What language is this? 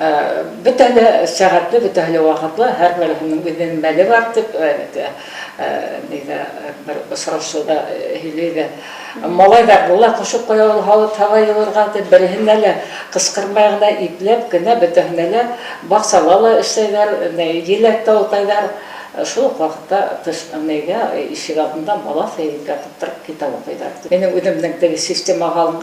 Bashkir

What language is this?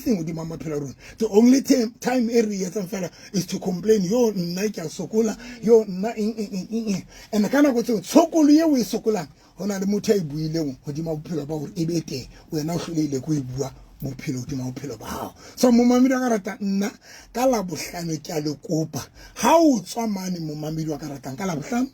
Southern Sotho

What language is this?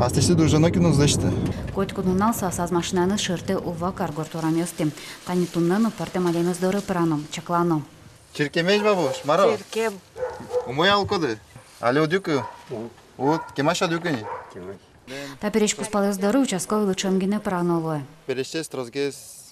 Udmurt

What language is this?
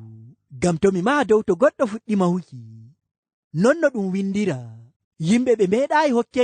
Fula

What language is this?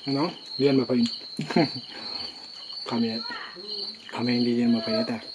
Manipuri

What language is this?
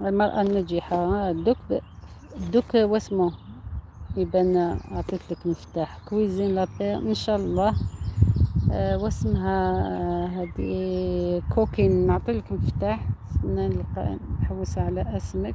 Algerian Arabic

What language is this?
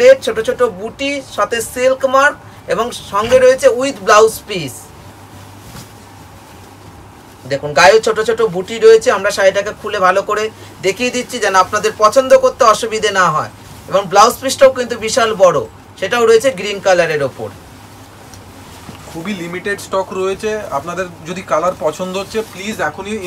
Bangla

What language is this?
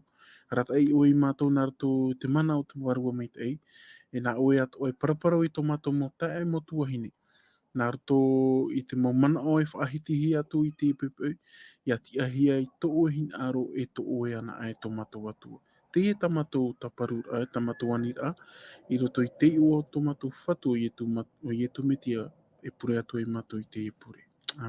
Tahitian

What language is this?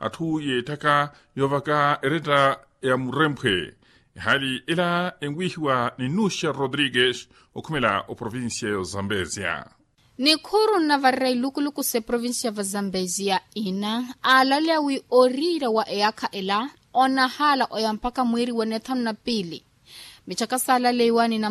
Makhuwa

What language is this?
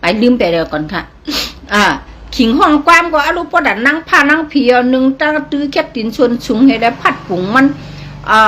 Shan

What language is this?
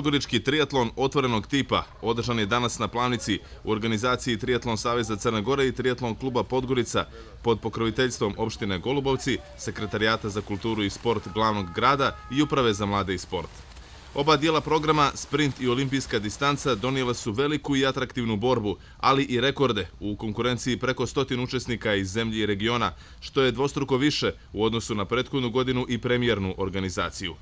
Bosnian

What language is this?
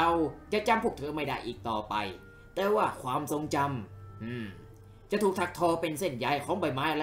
Thai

